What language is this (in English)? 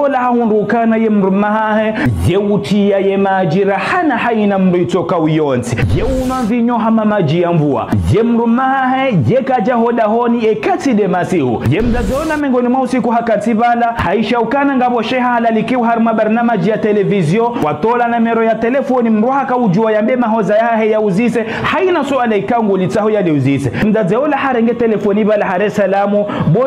Ngazidja Comorian